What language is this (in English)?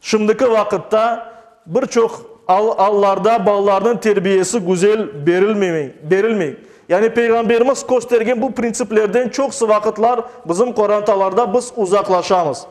Crimean Tatar